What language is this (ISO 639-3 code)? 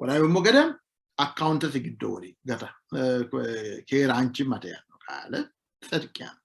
sid